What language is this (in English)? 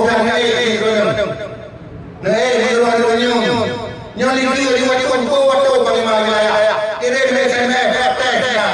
Achinese